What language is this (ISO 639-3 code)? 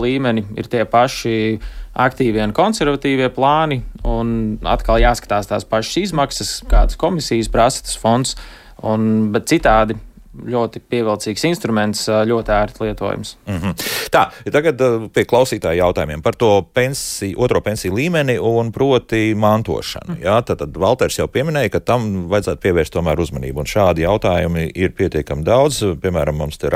lav